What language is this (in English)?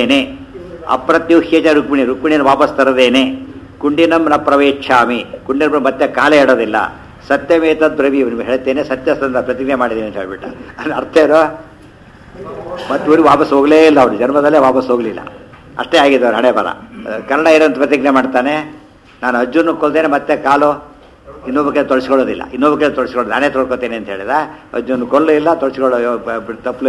Kannada